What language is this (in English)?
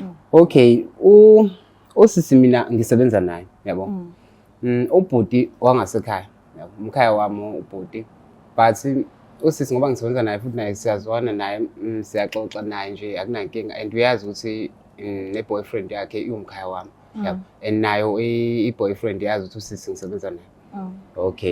Zulu